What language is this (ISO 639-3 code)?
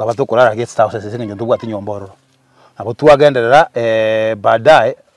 guz